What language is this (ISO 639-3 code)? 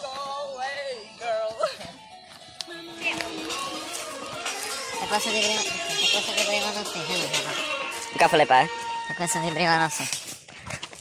ces